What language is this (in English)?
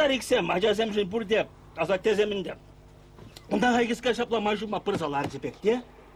Chuvash